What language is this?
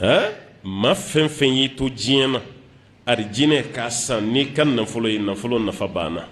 Bambara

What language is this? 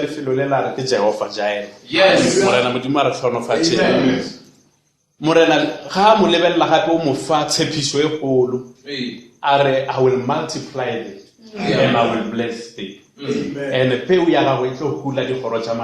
Northern Sotho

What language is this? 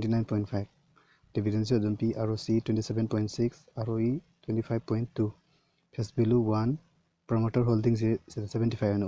Manipuri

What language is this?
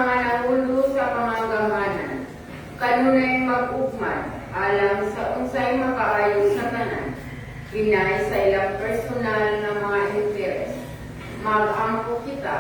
Cebuano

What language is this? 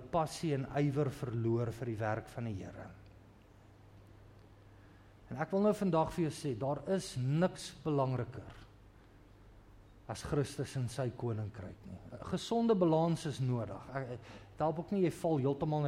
Afrikaans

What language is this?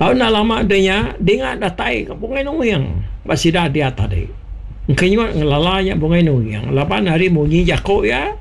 Iban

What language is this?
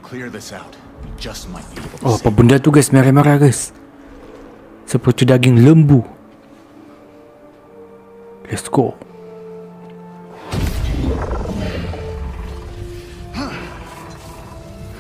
Malay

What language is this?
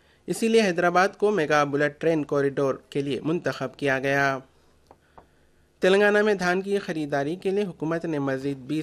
Urdu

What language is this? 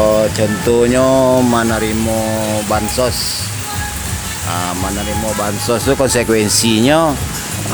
Minangkabau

